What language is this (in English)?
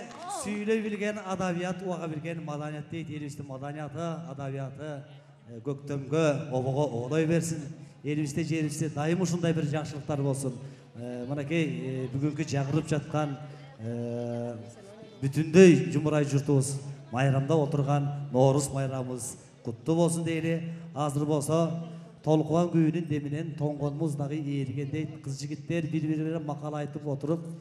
Kyrgyz